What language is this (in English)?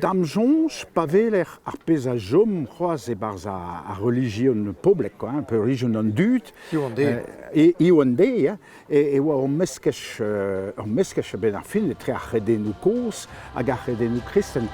Breton